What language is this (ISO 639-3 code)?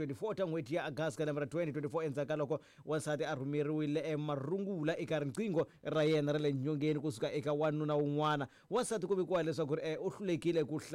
tso